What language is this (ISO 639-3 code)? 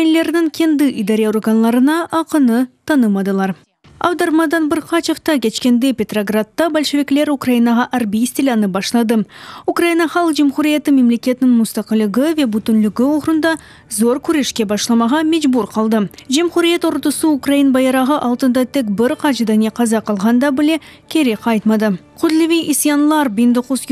crh